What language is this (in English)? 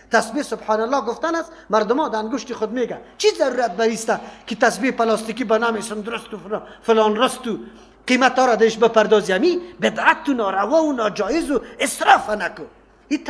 Persian